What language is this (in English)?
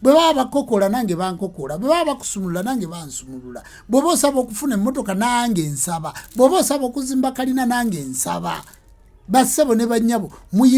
Ganda